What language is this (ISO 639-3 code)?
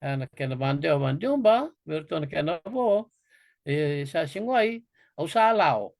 fij